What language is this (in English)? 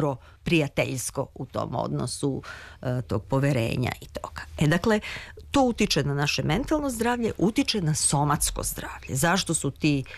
Serbian